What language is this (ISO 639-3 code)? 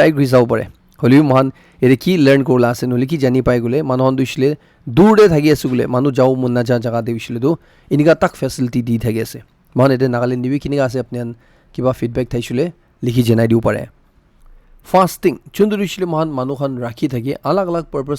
nag